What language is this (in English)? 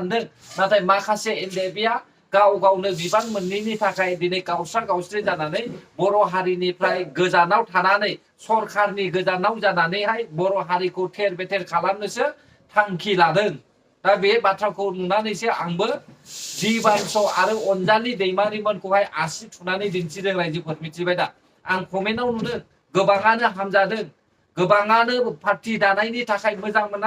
Bodo